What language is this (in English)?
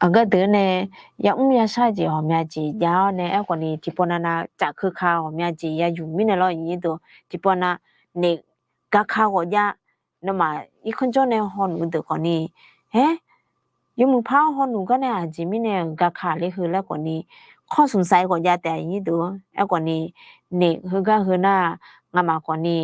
Akha